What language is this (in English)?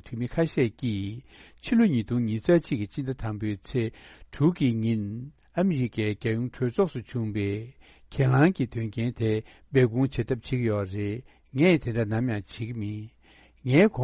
Tibetan